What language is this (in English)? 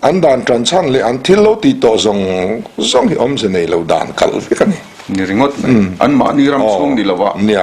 Mizo